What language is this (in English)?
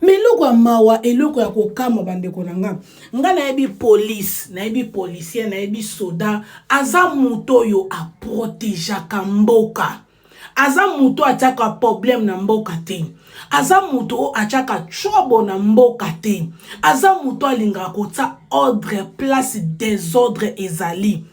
Lingala